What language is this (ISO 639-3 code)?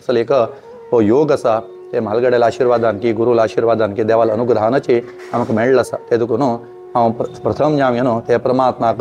kok